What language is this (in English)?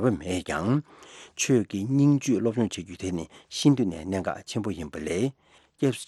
Tibetan